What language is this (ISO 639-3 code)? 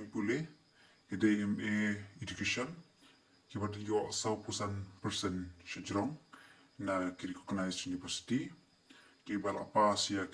kha